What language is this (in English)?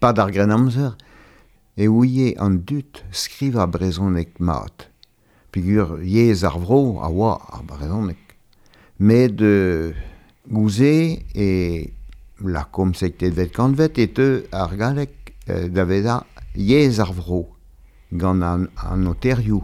Breton